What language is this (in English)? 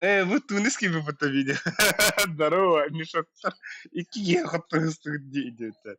Yakut